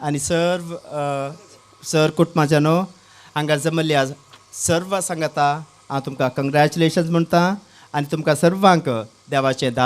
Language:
Konkani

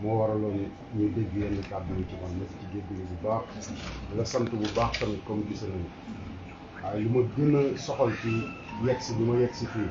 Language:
Wolof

